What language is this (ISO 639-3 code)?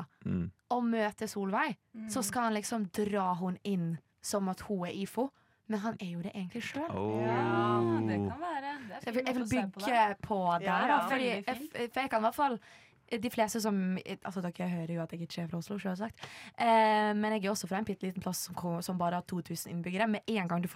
nor